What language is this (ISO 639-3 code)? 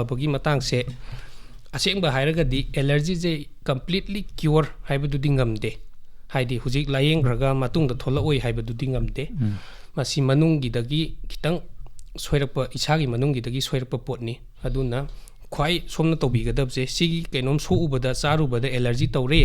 mni